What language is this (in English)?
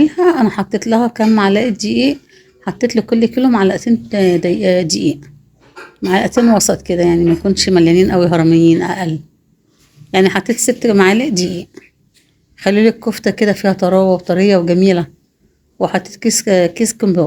Egyptian Arabic